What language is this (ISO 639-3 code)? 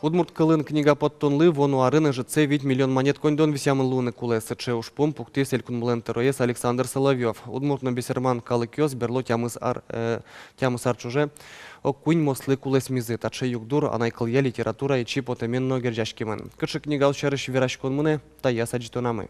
udm